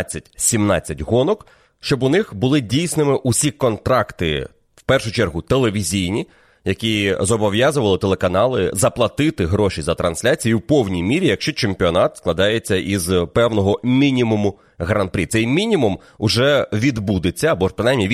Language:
Ukrainian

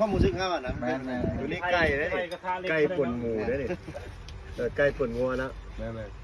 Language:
Lao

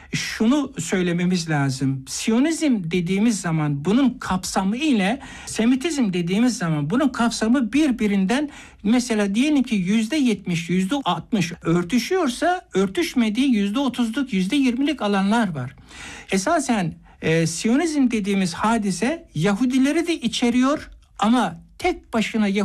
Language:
Turkish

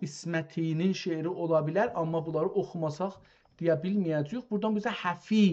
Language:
South Azerbaijani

